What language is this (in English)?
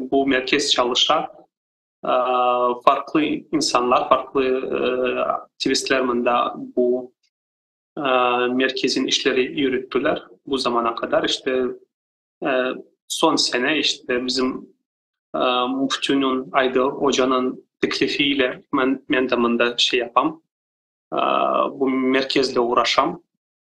Crimean Tatar